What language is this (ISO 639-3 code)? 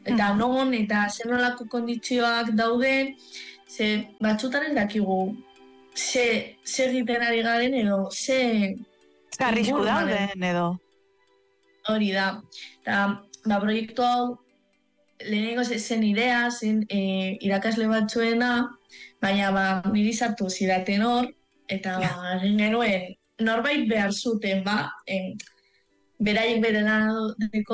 eus